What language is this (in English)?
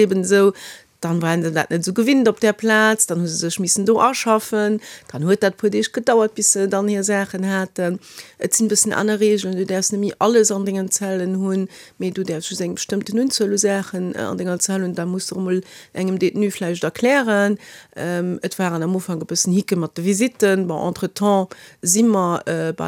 Luxembourgish